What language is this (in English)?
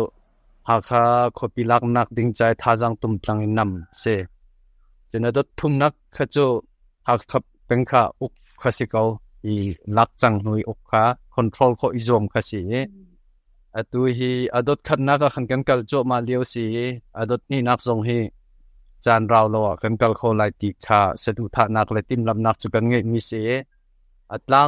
Hakha Chin